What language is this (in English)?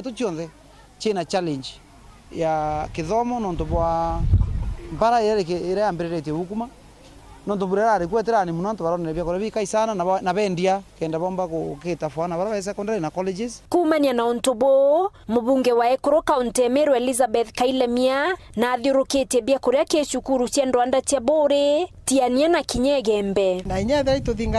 Meru